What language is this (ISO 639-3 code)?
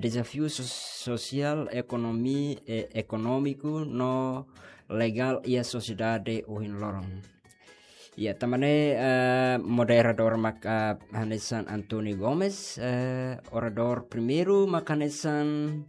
tet